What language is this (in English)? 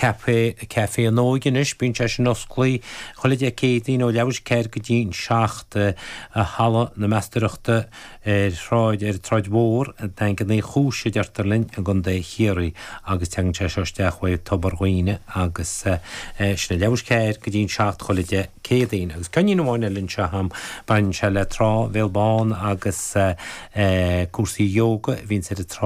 Irish